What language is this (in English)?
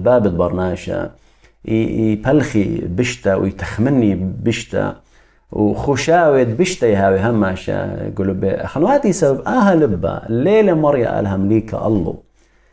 Assyrian Neo-Aramaic